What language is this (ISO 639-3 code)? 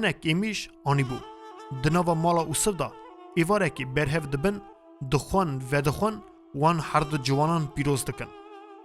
kur